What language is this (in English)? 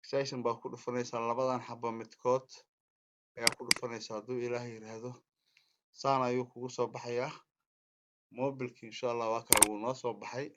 Somali